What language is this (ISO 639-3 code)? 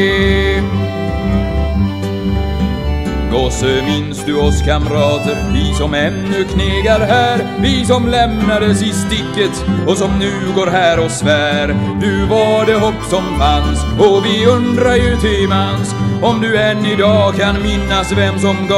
swe